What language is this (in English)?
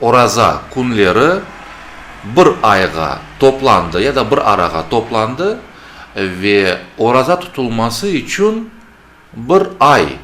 Crimean Tatar